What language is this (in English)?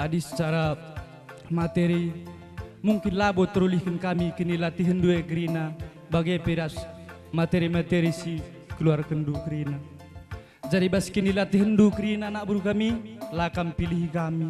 Batak Karo